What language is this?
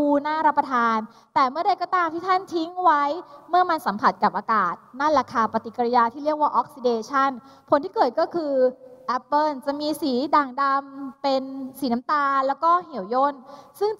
Thai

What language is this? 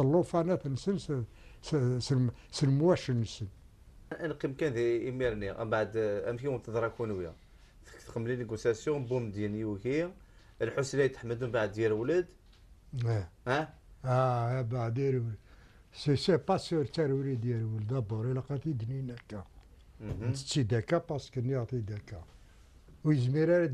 Kabyle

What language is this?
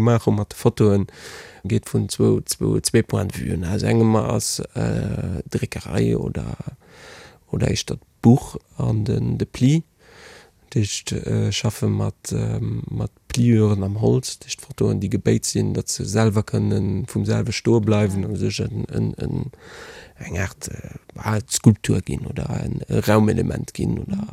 Luxembourgish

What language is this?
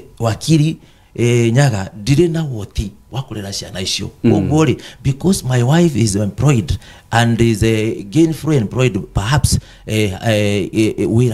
Kikuyu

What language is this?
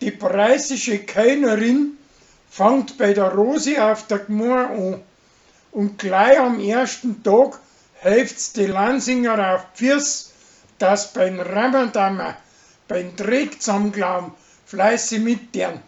Bavarian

